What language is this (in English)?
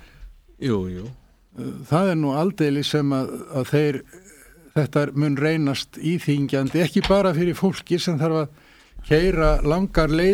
Icelandic